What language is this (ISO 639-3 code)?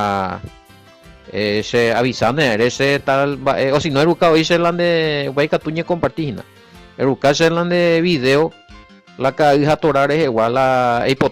grn